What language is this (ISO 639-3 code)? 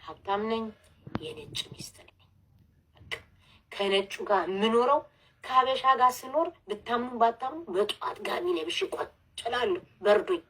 amh